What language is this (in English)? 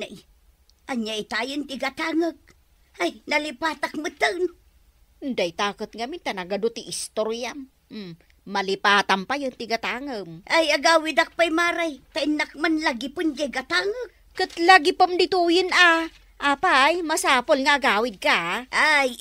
Iloko